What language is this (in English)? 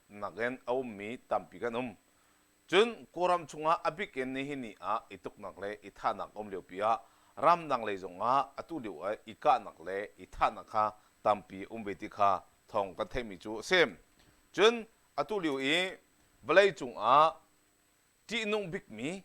Hakha Chin